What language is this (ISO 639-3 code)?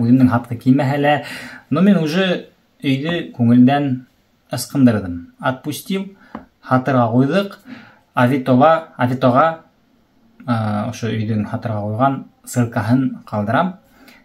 bak